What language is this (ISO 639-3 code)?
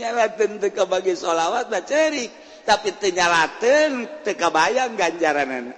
sun